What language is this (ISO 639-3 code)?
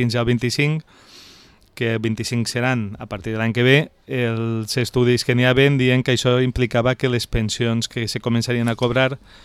cat